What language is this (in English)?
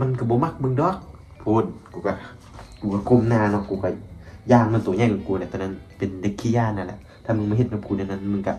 Lao